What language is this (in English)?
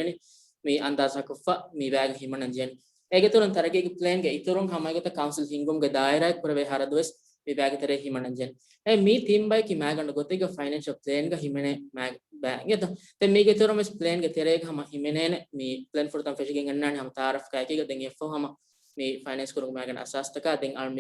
Divehi